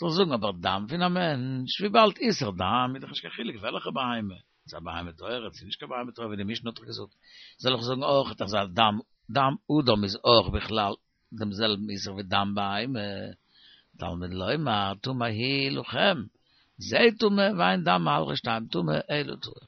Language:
Yiddish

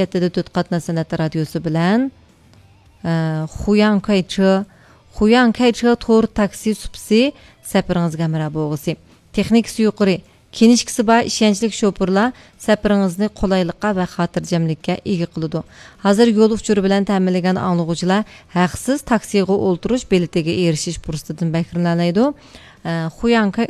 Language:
Uyghur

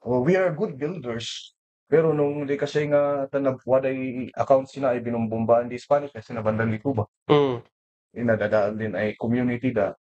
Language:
Kankanaey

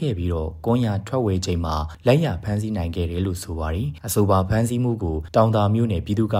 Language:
Burmese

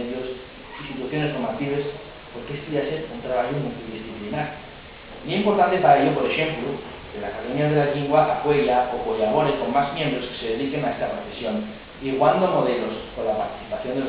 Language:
Asturian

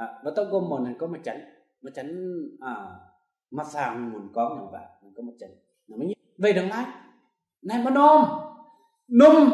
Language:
Kim Mun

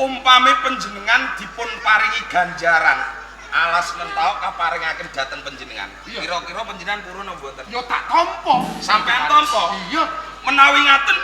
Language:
Javanese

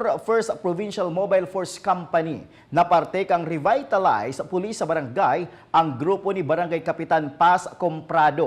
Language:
Bikol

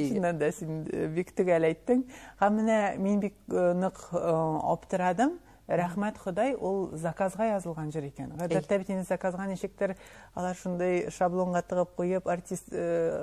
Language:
Tatar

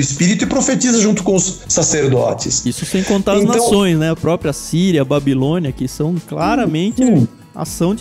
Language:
Portuguese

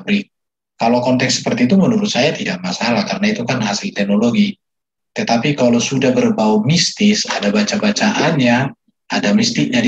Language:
Indonesian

